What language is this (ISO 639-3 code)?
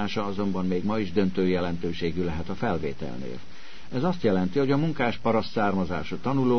hun